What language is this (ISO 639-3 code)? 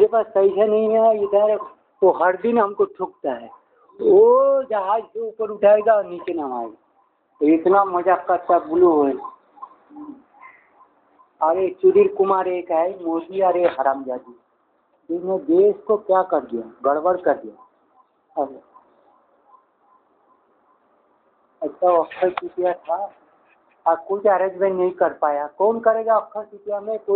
hin